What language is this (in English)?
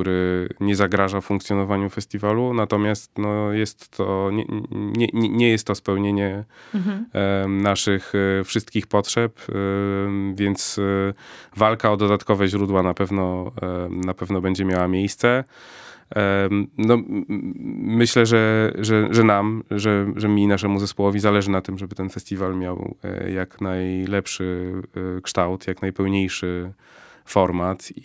Polish